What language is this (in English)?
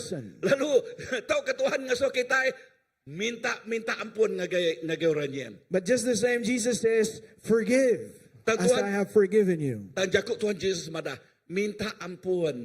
Iban